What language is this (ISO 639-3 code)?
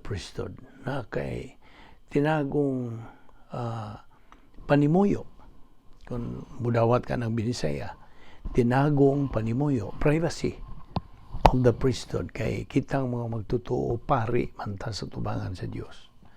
ceb